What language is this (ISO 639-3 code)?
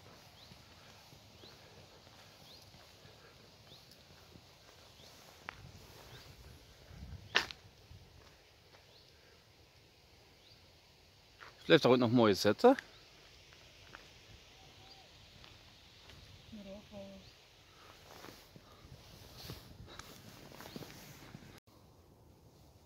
nld